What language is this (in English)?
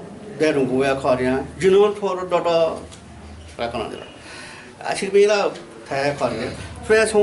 Newari